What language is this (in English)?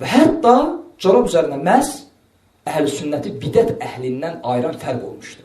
Azerbaijani